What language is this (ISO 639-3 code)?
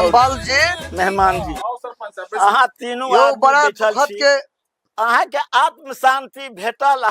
mai